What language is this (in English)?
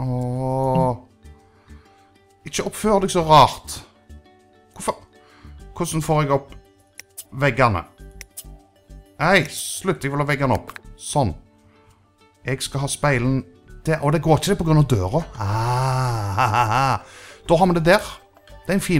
Norwegian